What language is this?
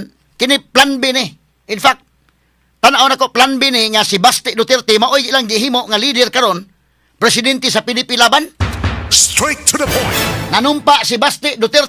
Cebuano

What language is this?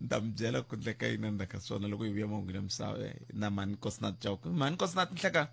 Tsonga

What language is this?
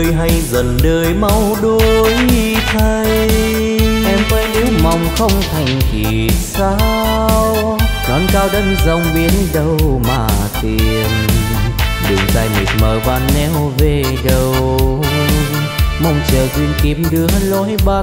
Vietnamese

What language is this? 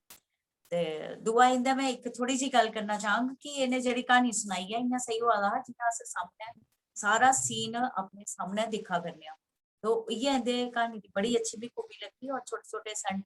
Dogri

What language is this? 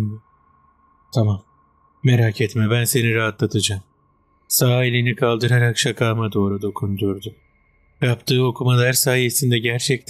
Turkish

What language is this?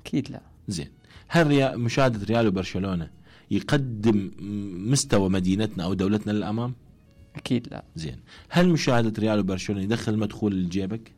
Mesopotamian Arabic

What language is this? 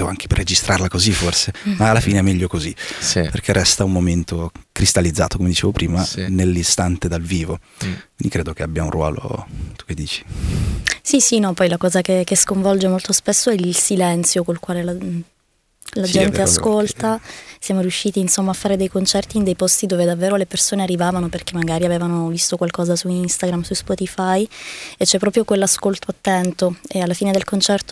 Italian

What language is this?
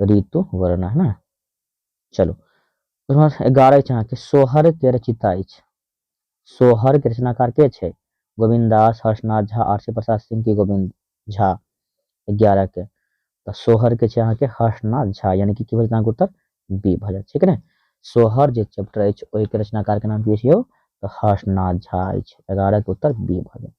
Maithili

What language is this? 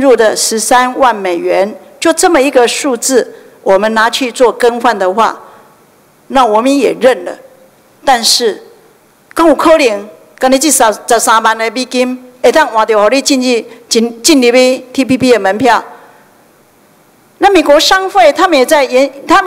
Chinese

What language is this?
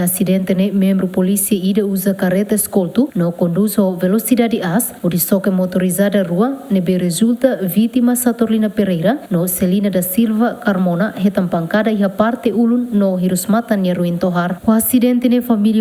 Tetum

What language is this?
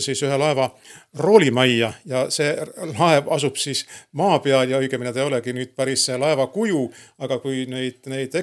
Estonian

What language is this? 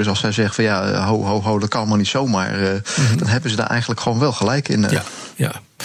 Dutch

